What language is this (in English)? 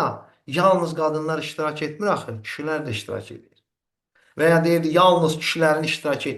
Azerbaijani